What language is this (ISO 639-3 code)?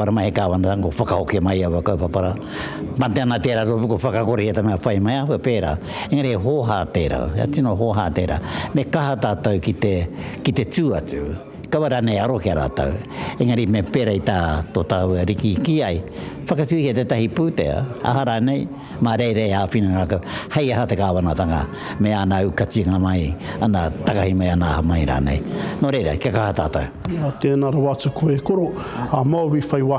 mri